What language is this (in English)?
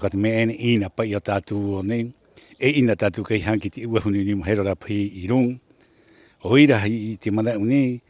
Rapanui